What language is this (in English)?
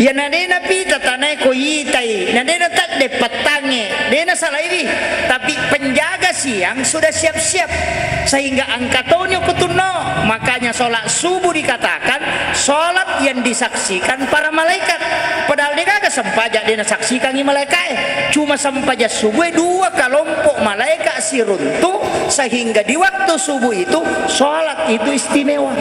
Buginese